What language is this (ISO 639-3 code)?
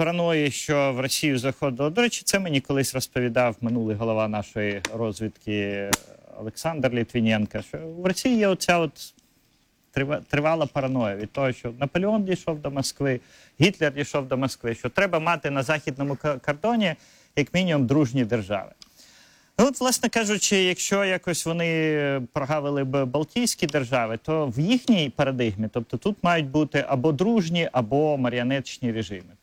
ukr